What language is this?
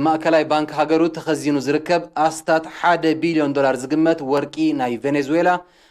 Tigrinya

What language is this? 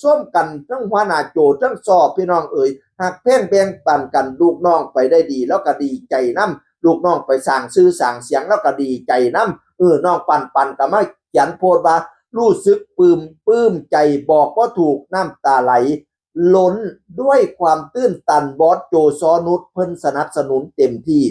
Northeastern Thai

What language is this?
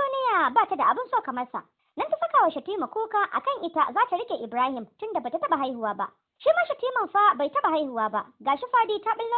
Hausa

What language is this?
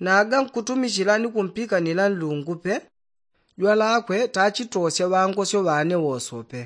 Yao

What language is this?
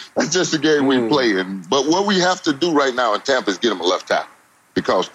English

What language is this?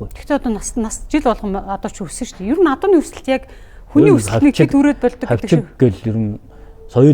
Mongolian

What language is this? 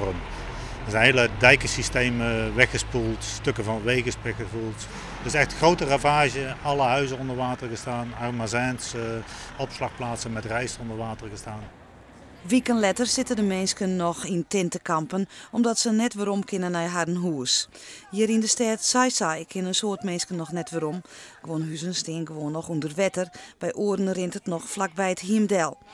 Western Frisian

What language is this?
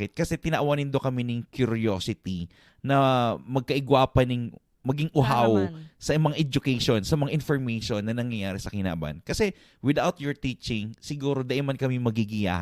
Bikol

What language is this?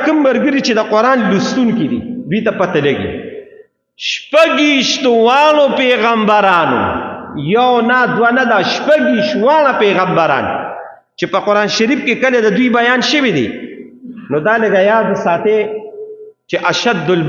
Pashto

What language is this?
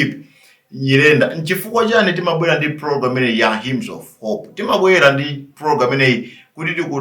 Nyanja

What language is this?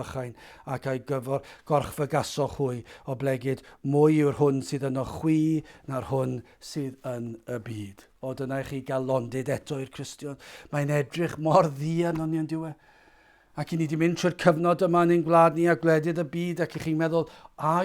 Welsh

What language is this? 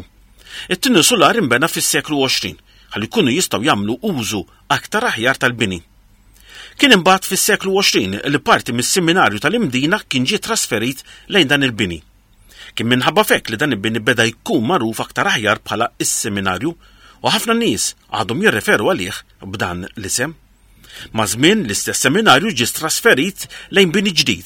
Maltese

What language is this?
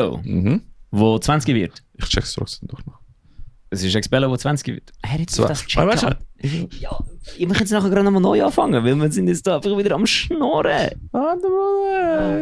Swiss German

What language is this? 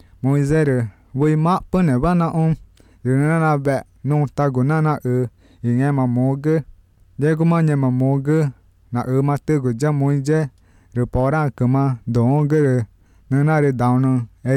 Northern Sotho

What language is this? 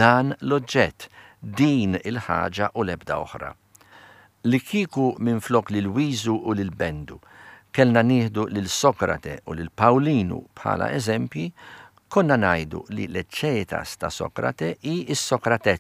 Maltese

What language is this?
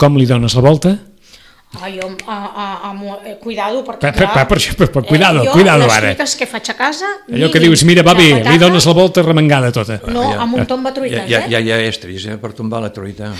Catalan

